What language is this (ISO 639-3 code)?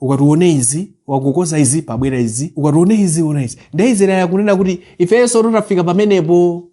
nya